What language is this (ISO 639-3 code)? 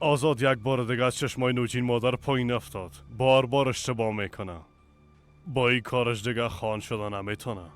fas